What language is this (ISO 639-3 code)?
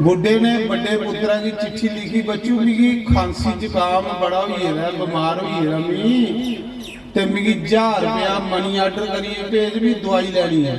doi